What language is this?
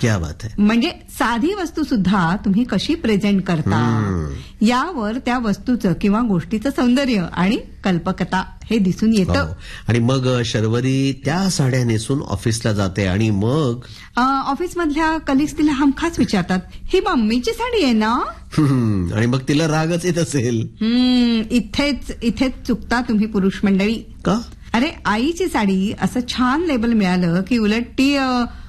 Marathi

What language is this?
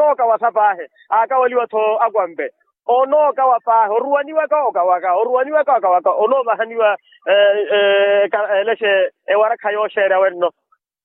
Makhuwa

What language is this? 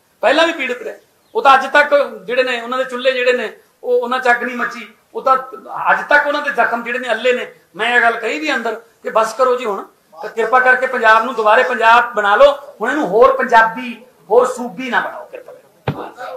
Punjabi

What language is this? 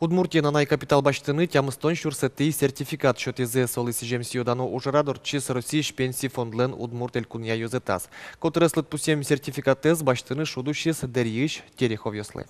Udmurt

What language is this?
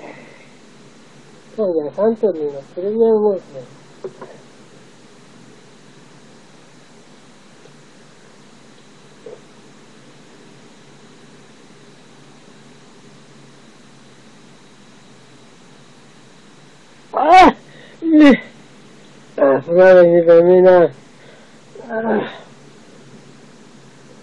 Japanese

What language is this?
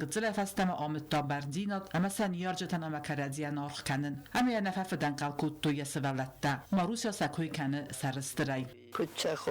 Ossetic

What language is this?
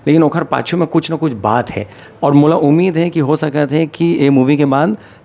Chhattisgarhi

